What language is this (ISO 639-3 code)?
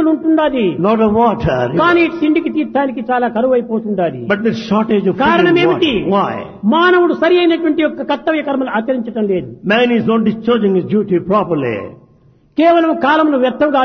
tel